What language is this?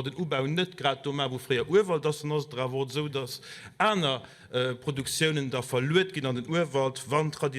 Luxembourgish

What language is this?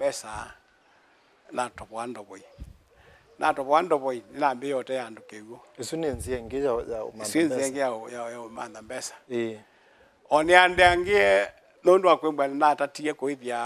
Kamba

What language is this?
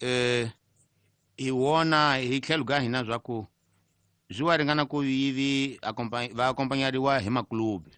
Tsonga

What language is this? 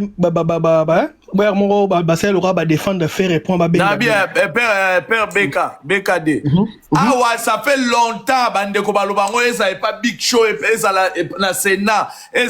Lingala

